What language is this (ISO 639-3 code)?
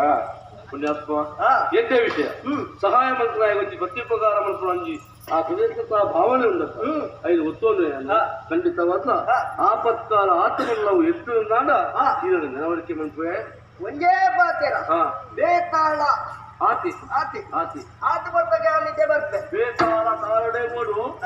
tcy